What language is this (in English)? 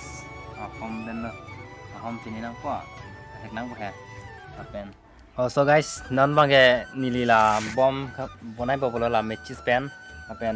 Karbi